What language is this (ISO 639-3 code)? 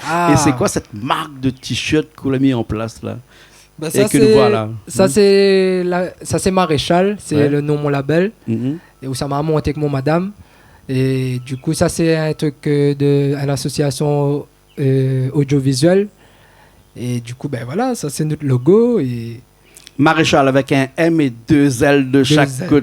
rcf